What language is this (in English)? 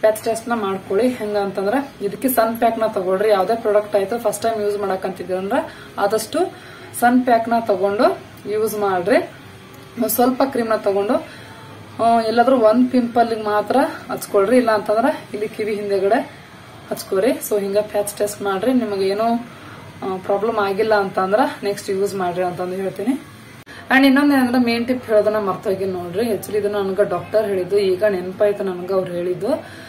Kannada